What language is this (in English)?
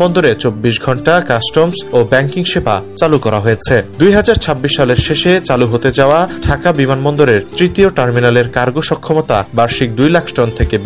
Bangla